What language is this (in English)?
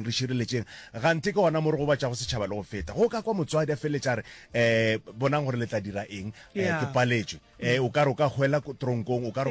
Northern Sotho